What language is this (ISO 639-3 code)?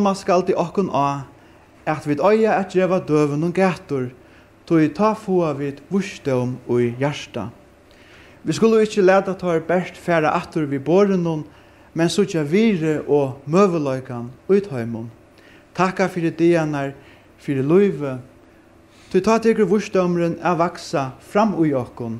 fao